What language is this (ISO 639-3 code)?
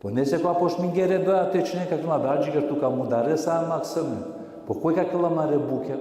rmn